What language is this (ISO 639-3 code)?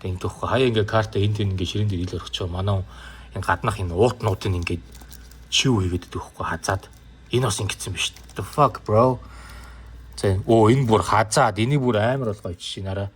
mon